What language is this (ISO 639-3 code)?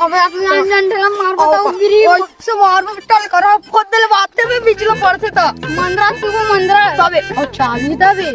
hne